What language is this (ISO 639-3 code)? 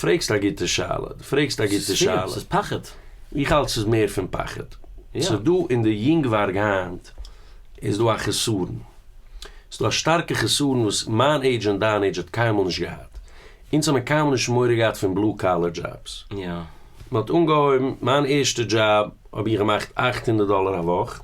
yid